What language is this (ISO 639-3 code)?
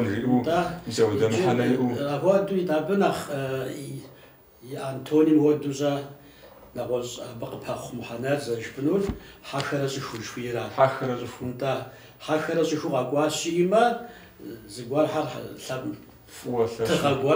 kbd